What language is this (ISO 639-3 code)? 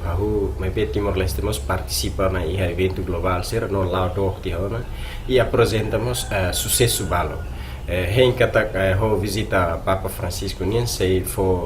tet